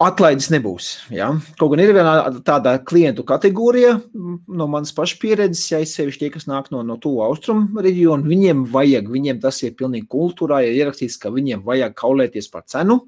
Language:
Latvian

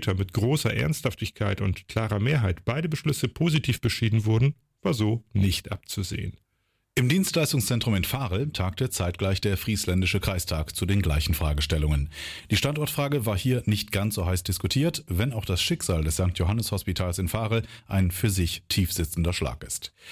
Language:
German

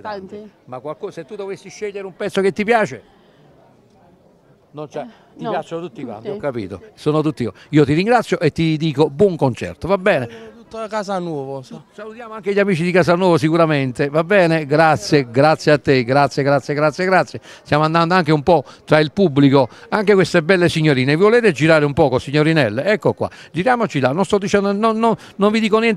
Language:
Italian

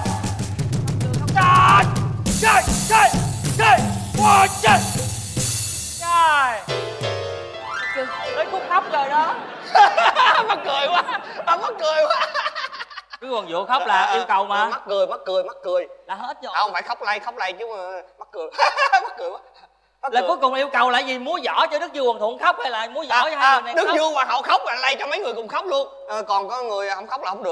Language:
Vietnamese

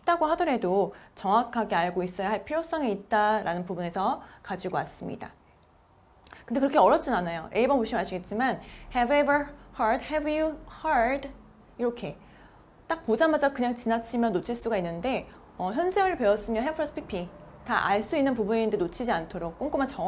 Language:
Korean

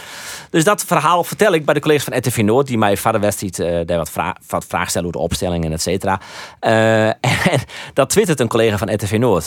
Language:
Western Frisian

